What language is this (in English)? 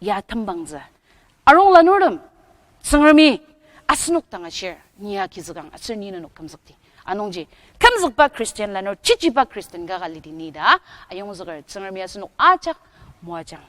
Ao Naga